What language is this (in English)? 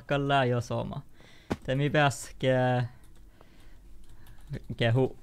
Northern Sami